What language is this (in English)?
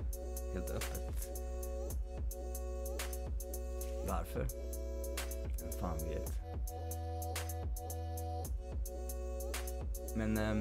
Swedish